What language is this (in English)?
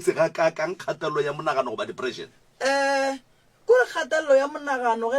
Northern Sotho